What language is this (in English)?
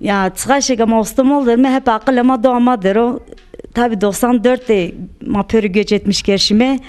Zaza